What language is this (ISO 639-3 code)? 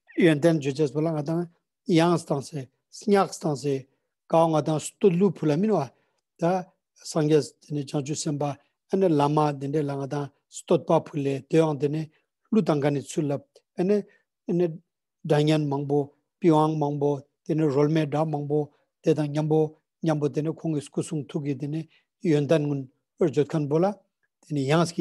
lbj